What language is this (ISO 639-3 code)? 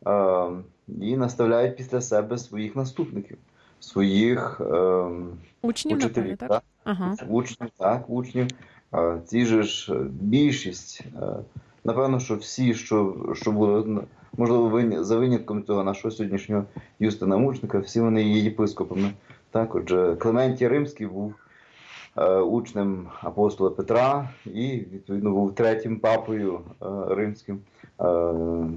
ukr